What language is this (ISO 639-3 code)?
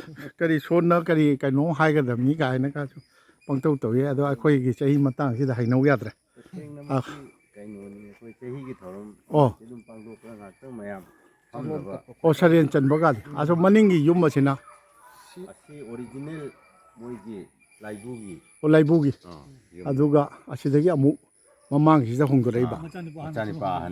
mni